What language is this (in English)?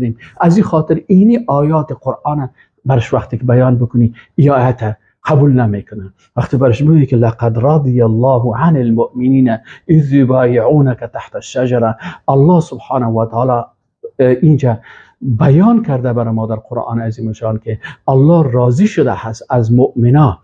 Persian